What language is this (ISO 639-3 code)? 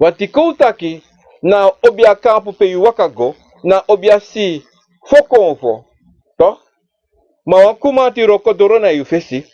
srn